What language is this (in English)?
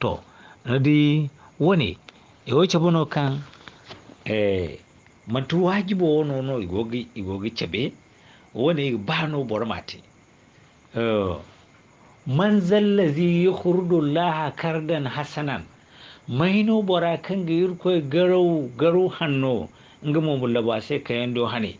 Zarma